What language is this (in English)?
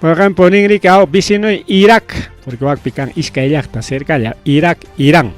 Ayacucho Quechua